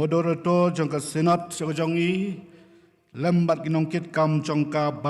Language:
Khasi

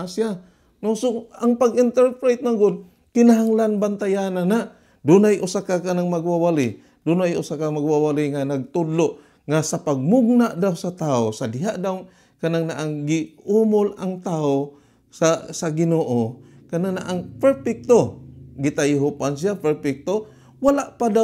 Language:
Cebuano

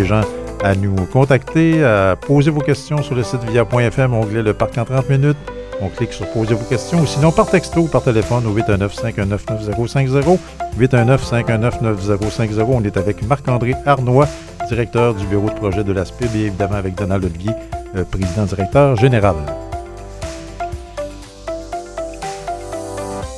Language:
French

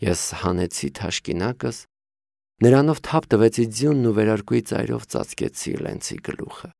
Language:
Armenian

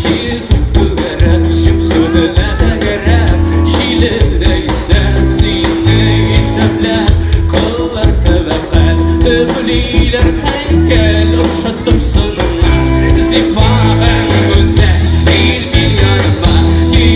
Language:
Tatar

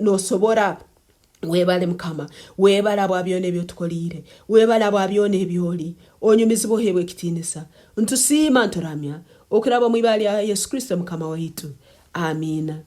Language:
Nyankole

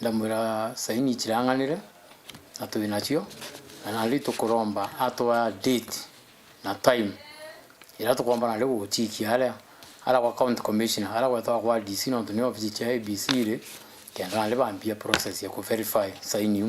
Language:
Meru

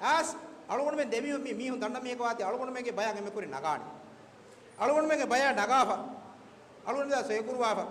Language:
Divehi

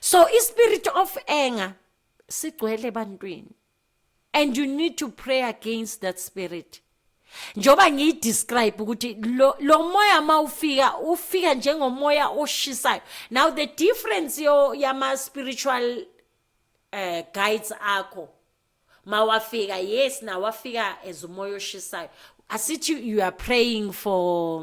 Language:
Zulu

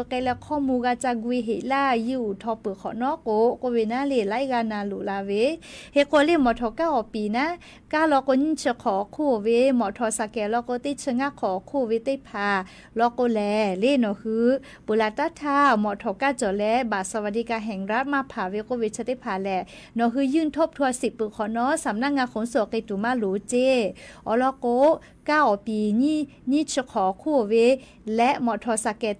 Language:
Lahu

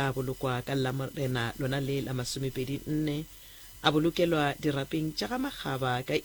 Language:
Northern Sotho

